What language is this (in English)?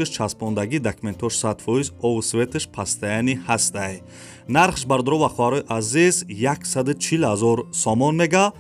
Tajik